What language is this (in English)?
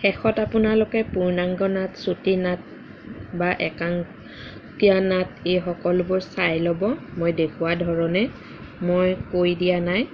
Assamese